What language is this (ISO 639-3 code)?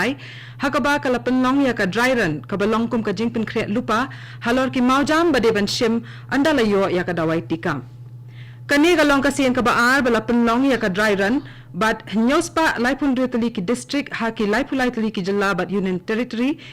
kha